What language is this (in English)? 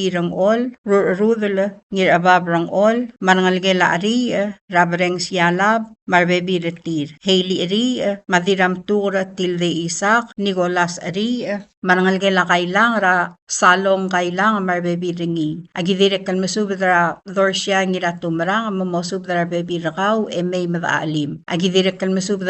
Palauan